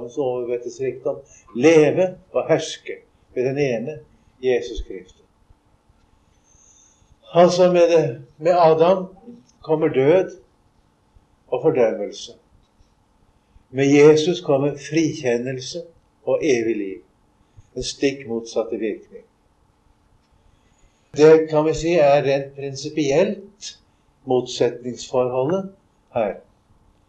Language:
Norwegian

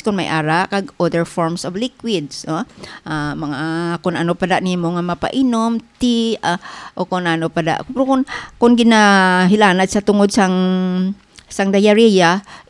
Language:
Hiligaynon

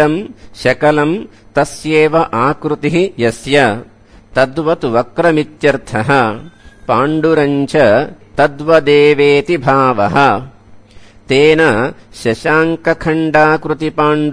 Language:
Sanskrit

